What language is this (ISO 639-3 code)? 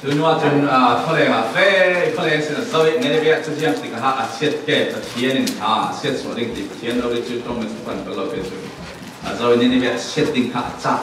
cfm